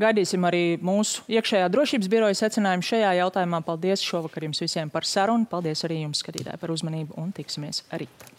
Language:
Latvian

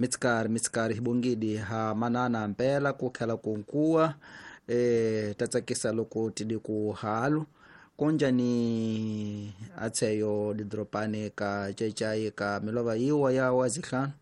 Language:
Tsonga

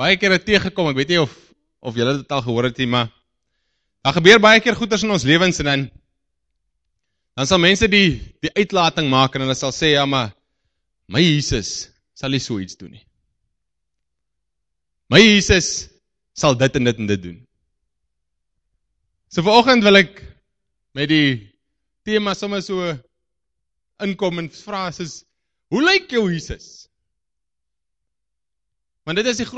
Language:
Afrikaans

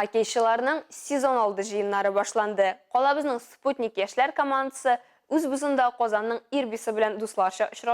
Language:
Tatar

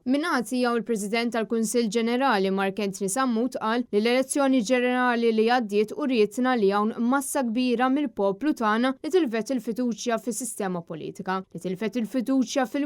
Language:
Maltese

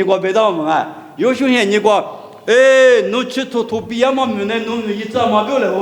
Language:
Lisu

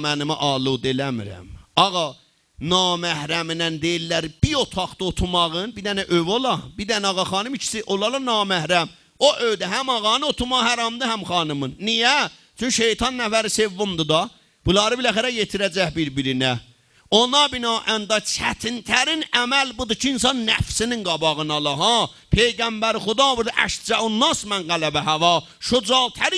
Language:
South Azerbaijani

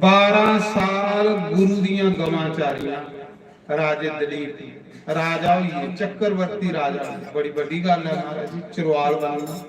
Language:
Dogri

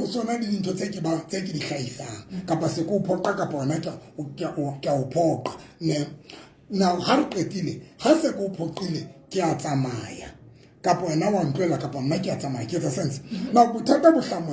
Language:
Southern Sotho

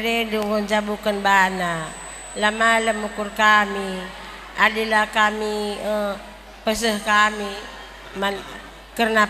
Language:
Batak Karo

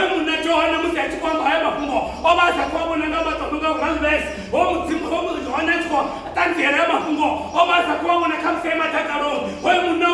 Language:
Venda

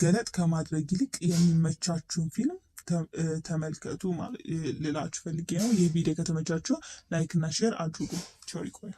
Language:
Amharic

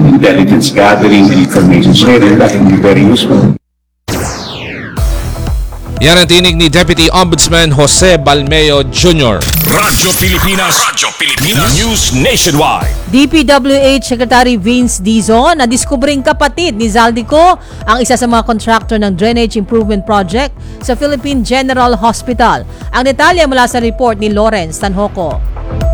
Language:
Filipino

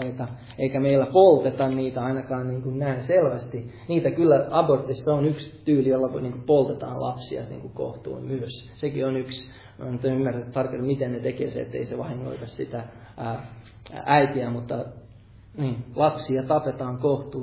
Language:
Finnish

